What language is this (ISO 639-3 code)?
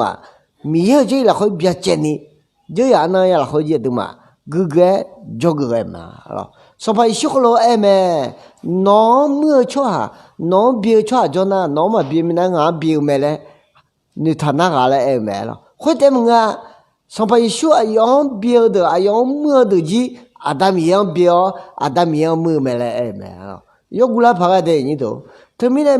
ahk